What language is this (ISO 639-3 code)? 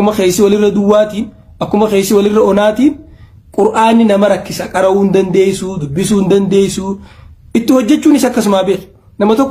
orm